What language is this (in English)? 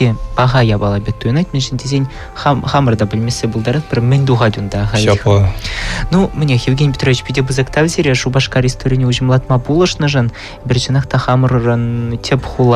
Chuvash